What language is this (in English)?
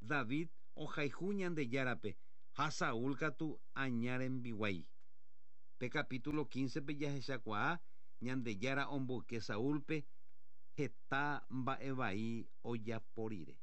Guarani